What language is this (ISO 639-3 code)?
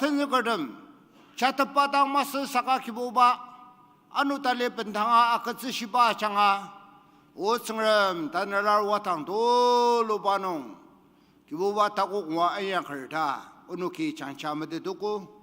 njo